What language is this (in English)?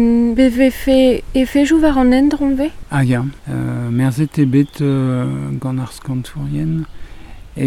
Breton